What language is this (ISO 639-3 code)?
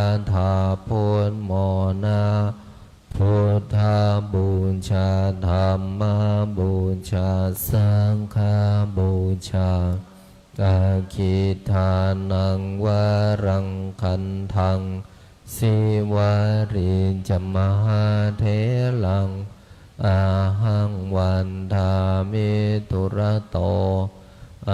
pli